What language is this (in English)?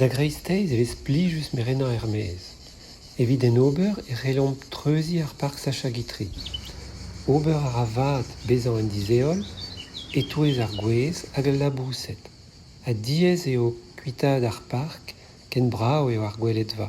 Breton